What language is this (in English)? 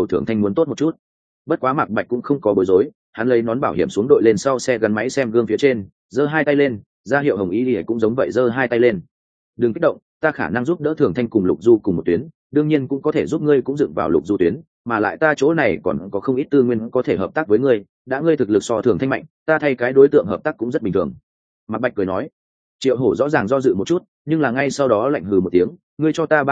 Vietnamese